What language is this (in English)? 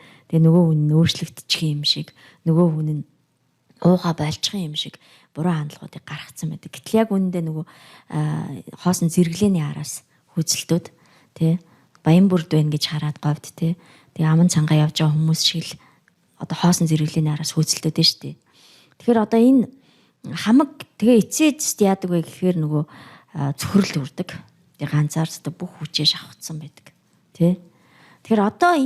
Mongolian